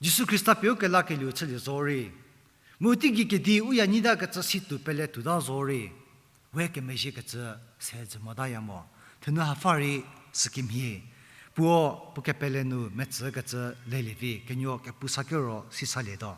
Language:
Angami Naga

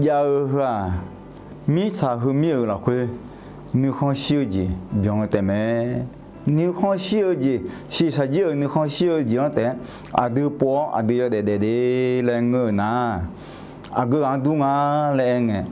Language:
Akha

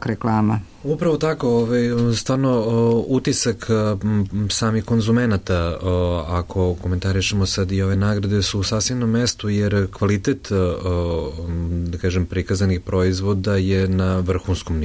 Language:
Serbian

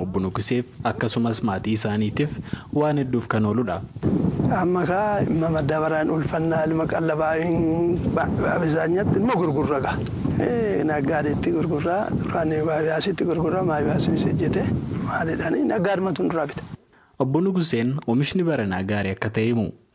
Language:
Oromo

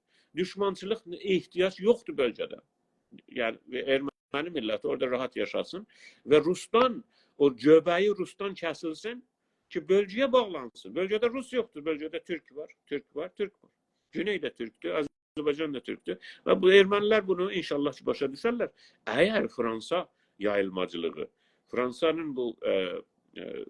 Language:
South Azerbaijani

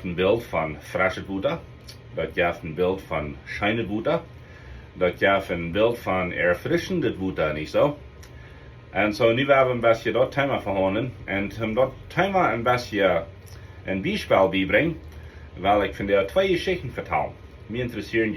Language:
Plautdietsch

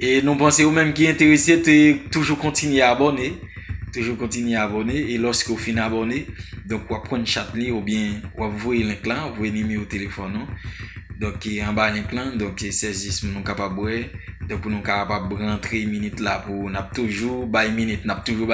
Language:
Haitian Creole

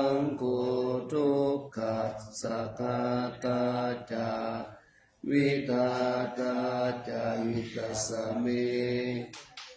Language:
Pali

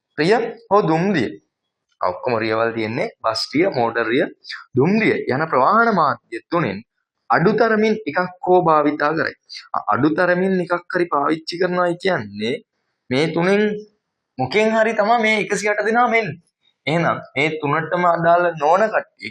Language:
Sinhala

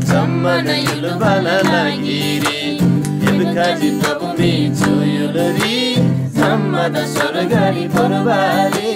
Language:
Eastern Tamang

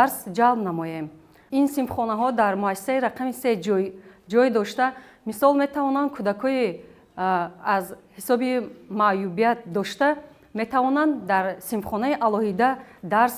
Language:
Tajik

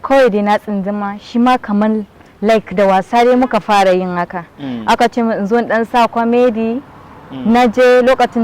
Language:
Hausa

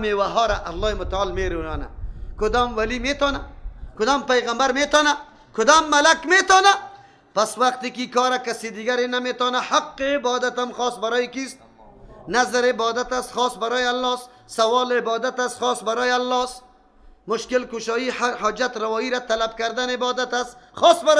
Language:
Persian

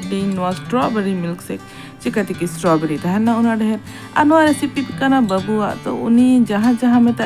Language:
Santali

